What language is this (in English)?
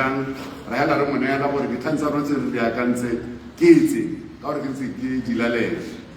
Tswana